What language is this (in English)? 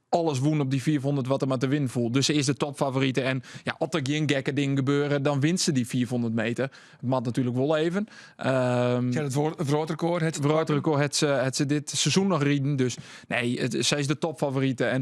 Western Frisian